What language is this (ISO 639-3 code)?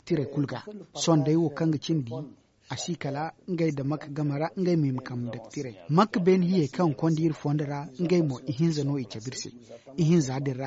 dje